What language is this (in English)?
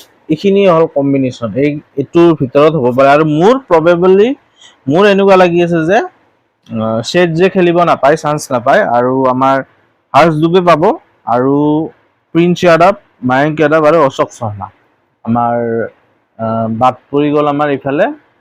Assamese